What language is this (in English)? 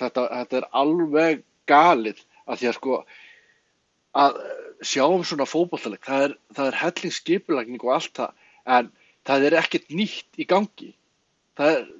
Icelandic